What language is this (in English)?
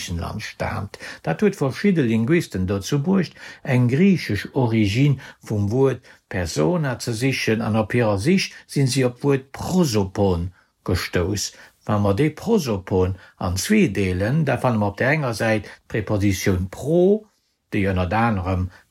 Luxembourgish